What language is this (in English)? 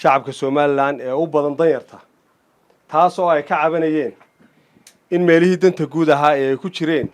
Somali